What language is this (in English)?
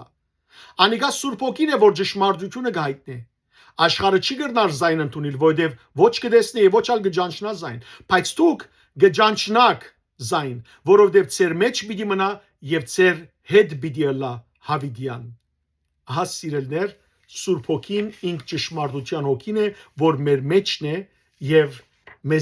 Western Armenian